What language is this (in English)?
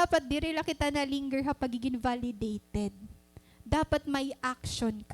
Waray